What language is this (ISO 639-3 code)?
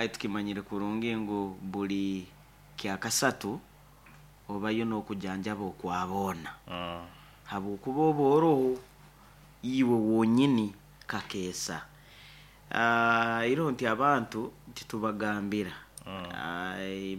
nyo